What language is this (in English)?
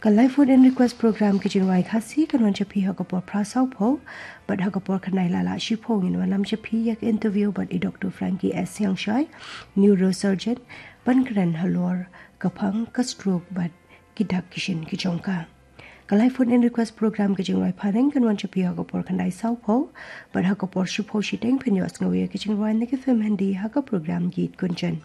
Khasi